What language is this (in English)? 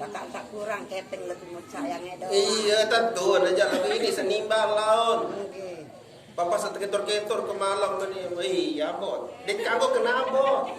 Sasak